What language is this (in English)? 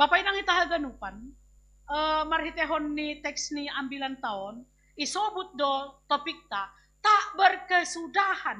Batak Simalungun